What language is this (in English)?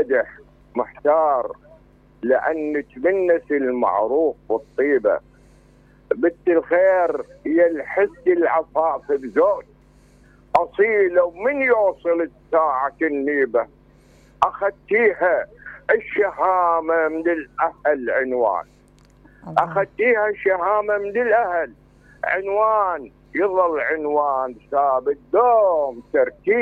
Mesopotamian Arabic